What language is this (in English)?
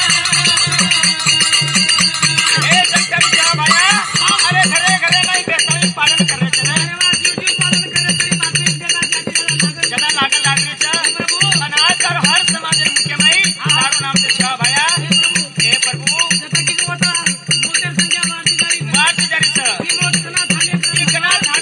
Lambadi